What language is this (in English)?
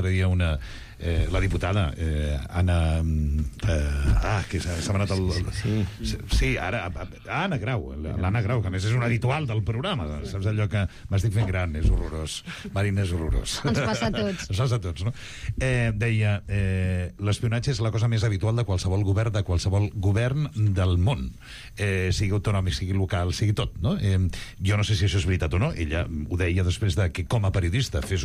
Catalan